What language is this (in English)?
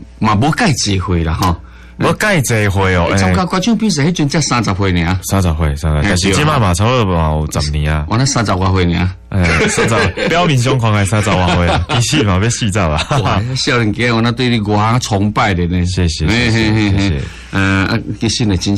Min Nan Chinese